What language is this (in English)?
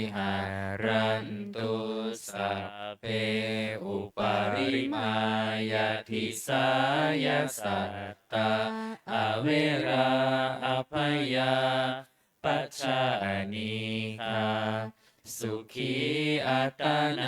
Pali